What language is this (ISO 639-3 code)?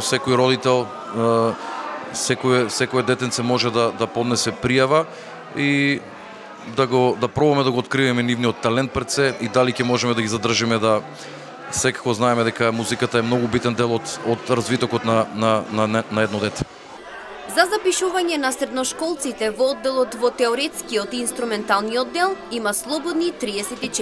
mkd